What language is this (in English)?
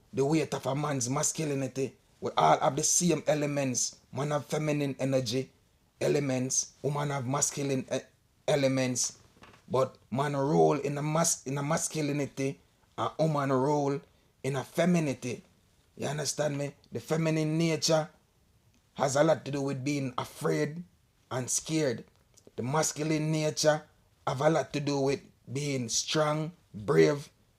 Jamaican Creole English